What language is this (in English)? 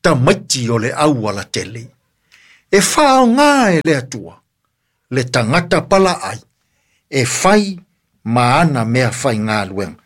Samoan